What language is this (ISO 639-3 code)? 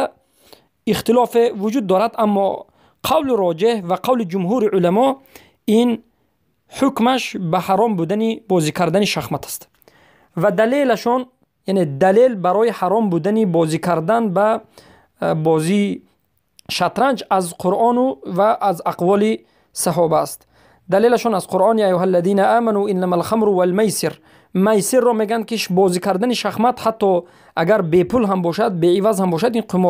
tgk